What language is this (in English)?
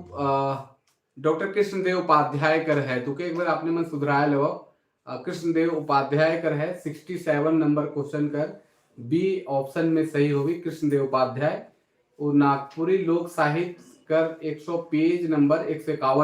Sadri